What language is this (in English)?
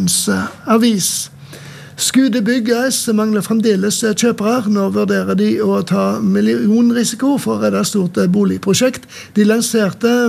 Norwegian